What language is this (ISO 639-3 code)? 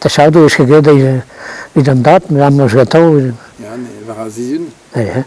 bre